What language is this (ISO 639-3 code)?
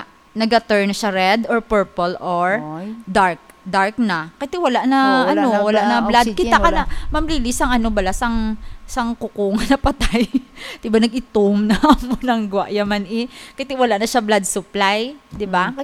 hil